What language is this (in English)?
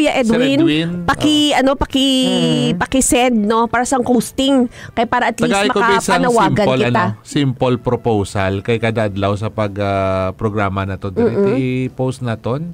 Hiligaynon